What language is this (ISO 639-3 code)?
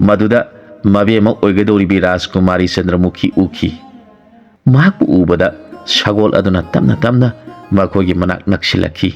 mni